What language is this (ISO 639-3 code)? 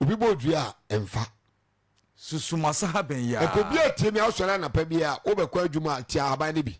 aka